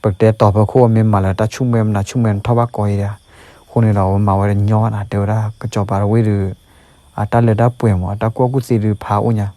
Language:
S'gaw Karen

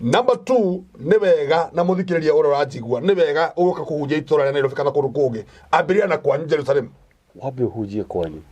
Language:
Kikuyu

